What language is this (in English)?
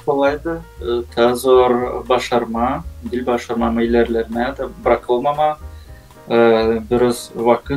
Gagauz